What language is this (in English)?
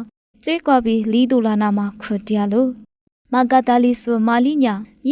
Lisu